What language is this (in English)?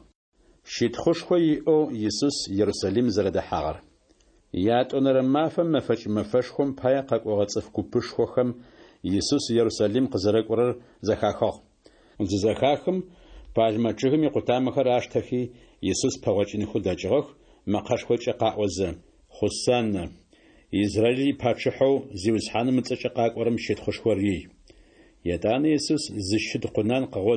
Adyghe